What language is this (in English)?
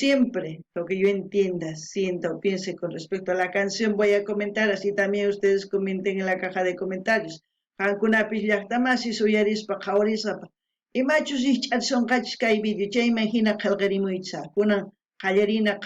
South Bolivian Quechua